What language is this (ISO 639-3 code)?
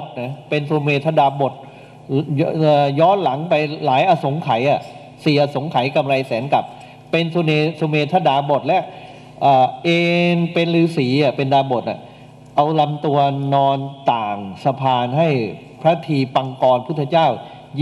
tha